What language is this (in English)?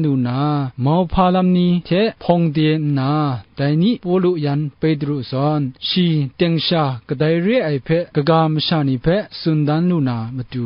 Kachin